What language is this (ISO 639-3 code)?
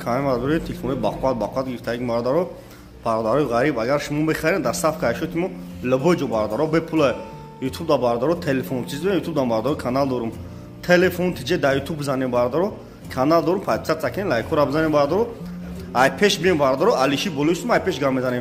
tgk